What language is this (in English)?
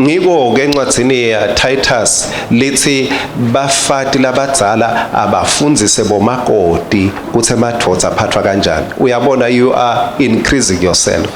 Swati